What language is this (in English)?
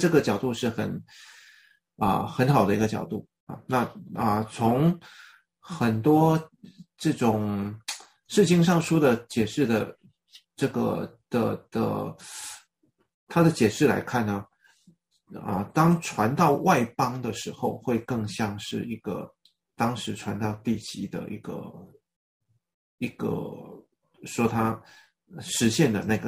Chinese